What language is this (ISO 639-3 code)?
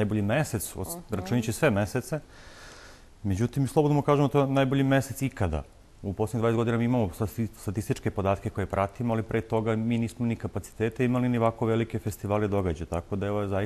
srp